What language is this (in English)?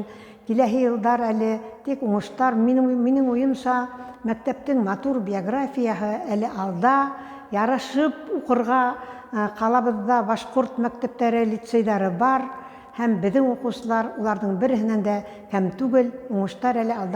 Bashkir